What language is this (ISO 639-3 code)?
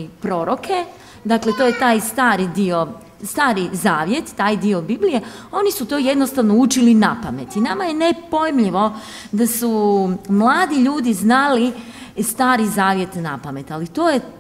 hrv